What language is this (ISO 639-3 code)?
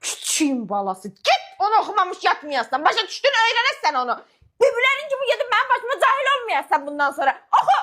aze